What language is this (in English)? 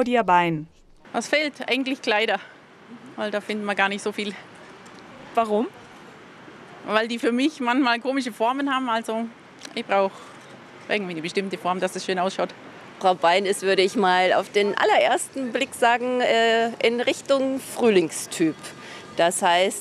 German